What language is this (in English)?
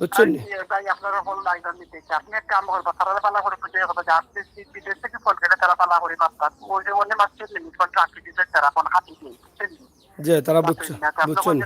Sylheti